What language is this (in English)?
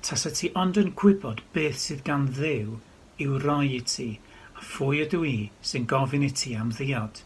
Welsh